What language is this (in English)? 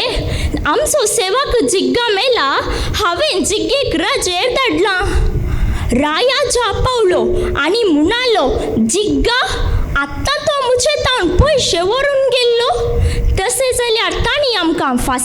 Konkani